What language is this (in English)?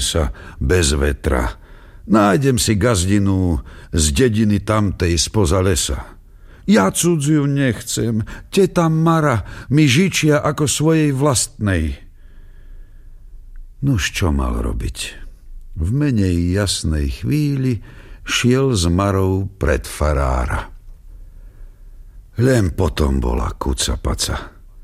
Slovak